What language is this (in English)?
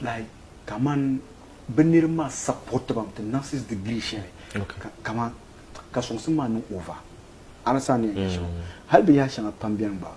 Dagbani